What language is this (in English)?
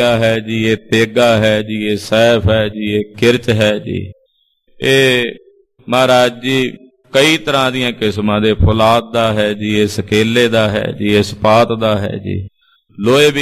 Punjabi